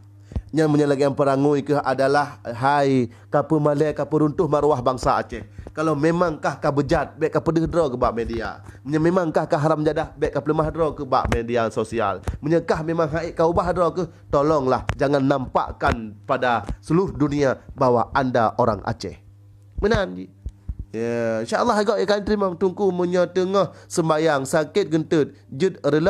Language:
Achinese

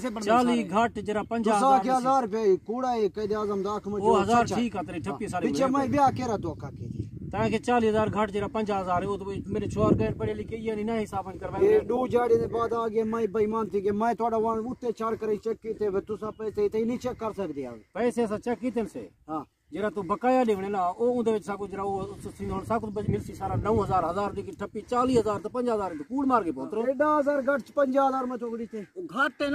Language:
Saraiki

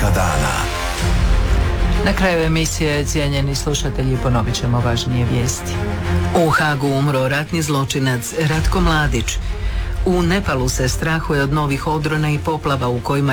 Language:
Croatian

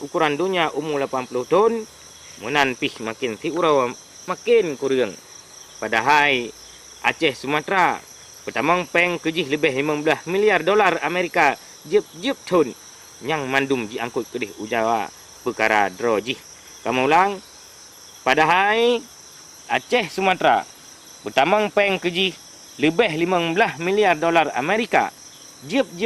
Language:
Achinese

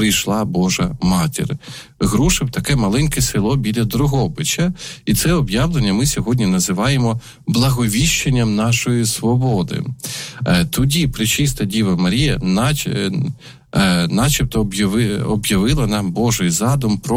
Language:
Ukrainian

